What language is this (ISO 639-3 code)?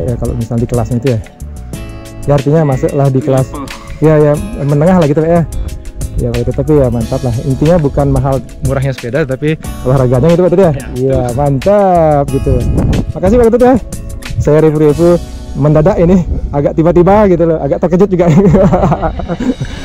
ind